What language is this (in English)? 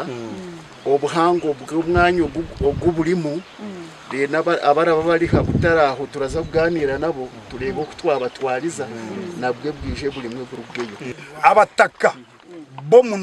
Nyankole